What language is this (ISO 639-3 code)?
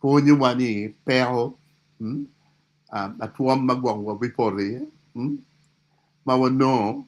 ach